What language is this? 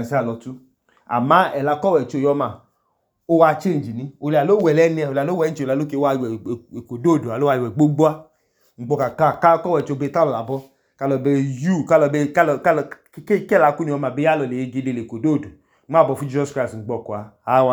Idoma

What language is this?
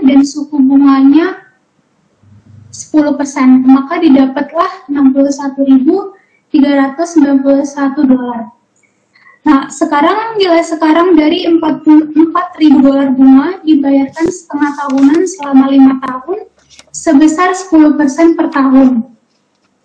Indonesian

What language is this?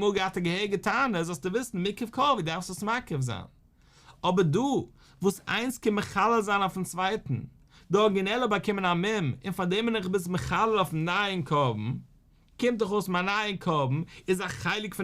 Yiddish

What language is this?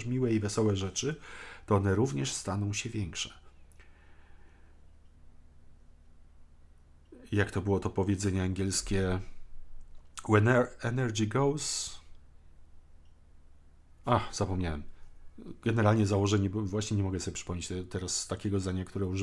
Polish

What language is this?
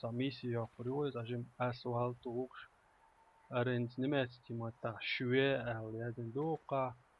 Chechen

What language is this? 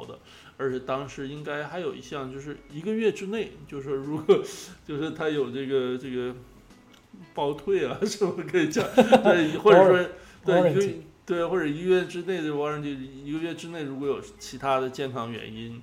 Chinese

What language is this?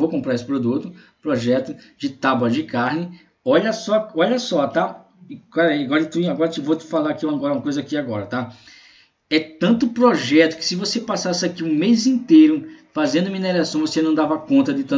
Portuguese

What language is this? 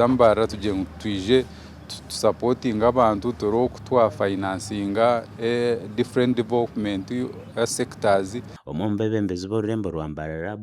Nyankole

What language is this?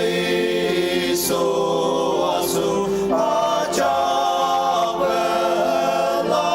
Ao Naga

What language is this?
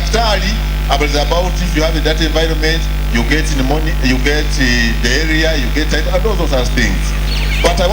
Nyankole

